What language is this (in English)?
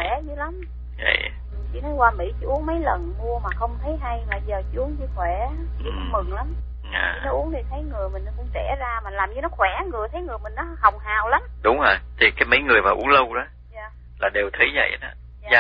Vietnamese